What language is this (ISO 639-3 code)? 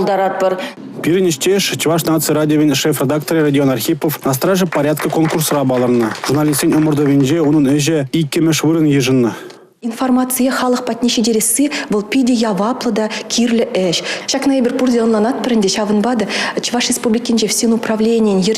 chv